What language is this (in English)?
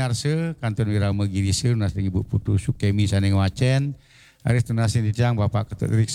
Balinese